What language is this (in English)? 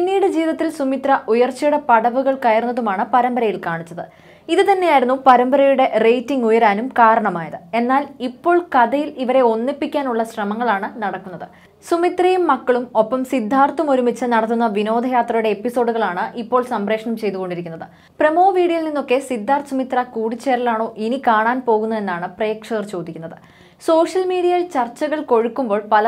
Malayalam